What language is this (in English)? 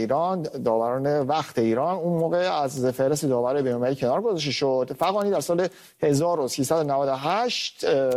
Persian